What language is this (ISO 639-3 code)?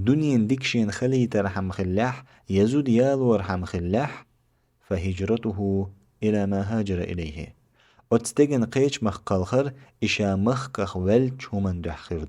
che